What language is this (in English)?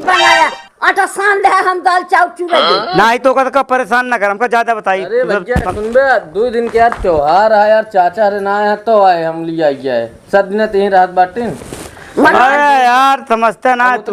Awadhi